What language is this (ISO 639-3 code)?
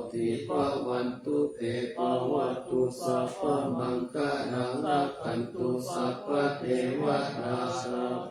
pli